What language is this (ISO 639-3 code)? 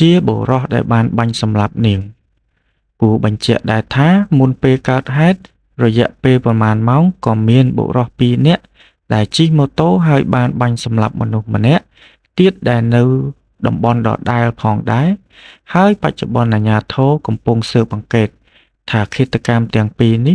khm